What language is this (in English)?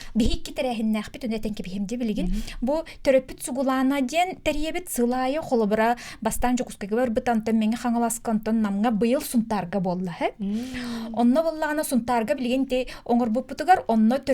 Yakut